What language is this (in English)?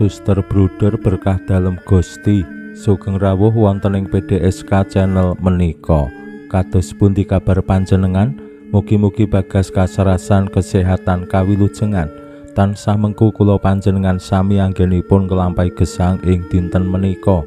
Javanese